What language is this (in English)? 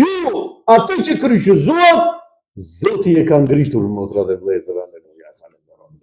Albanian